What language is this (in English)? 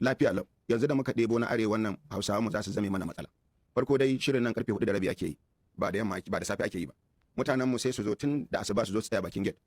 Hausa